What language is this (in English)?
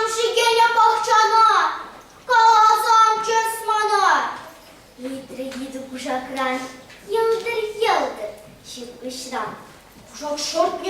Chuvash